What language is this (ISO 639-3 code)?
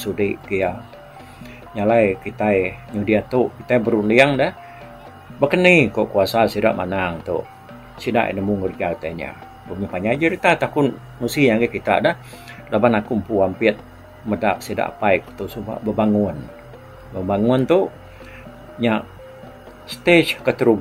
iba